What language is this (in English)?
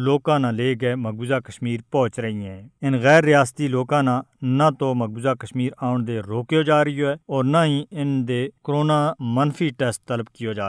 Gujari